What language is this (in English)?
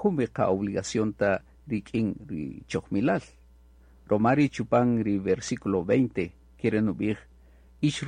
Kaqchikel